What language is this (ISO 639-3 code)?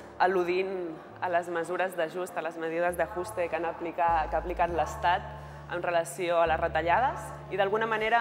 cat